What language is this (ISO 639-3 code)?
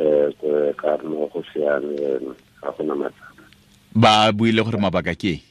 tsn